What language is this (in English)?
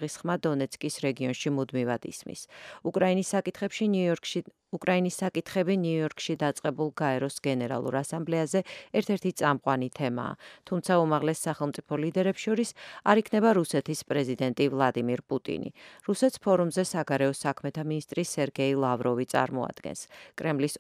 Georgian